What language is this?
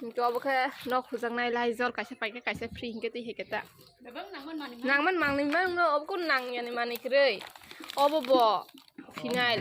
Kok Borok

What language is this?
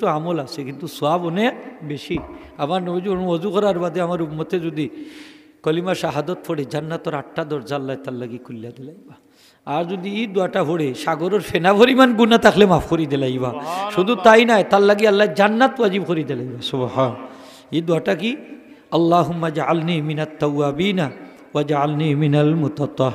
Sylheti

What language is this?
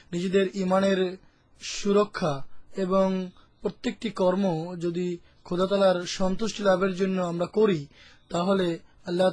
Bangla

